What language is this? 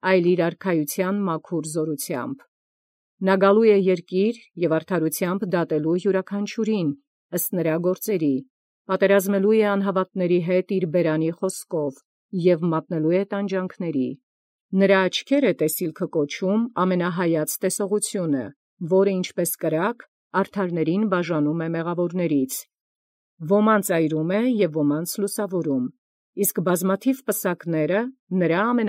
Armenian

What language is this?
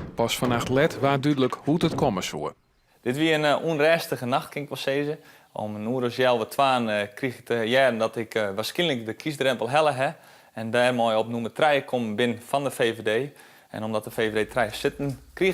Western Frisian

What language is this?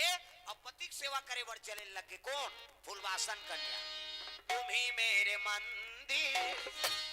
Chhattisgarhi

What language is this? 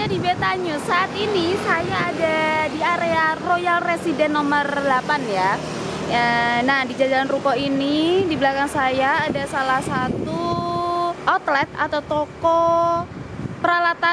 Indonesian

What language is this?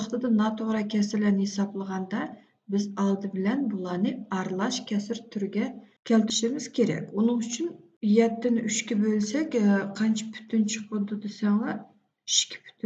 Uyghur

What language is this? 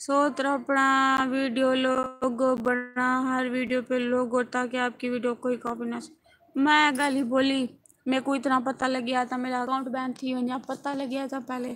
Saraiki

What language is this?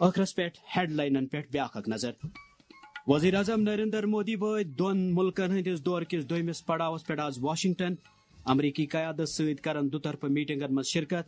Kashmiri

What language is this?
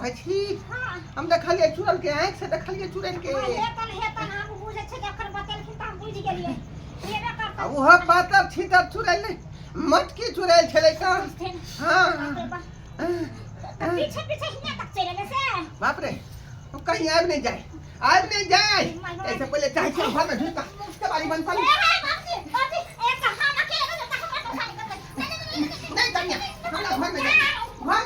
Maithili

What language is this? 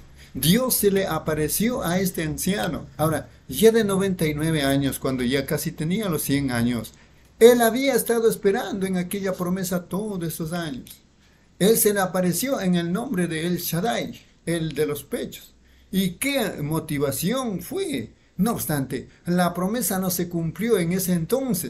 Spanish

